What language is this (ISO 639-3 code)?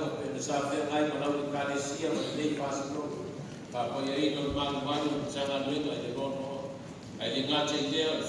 smo